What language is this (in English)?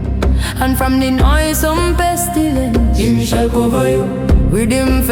Jamaican Creole English